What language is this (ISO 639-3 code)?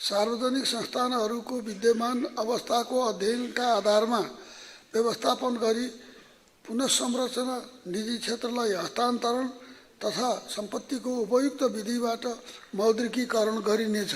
nep